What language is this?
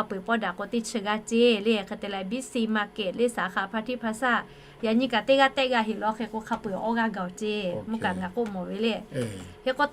Lahu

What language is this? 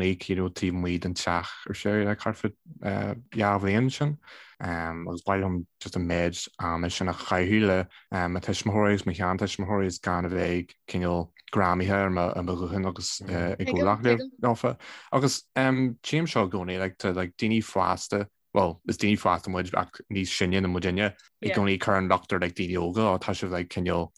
Irish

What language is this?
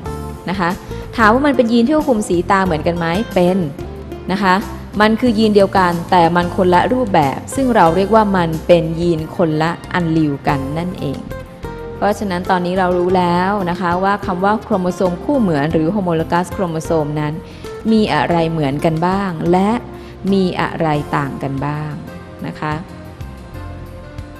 Thai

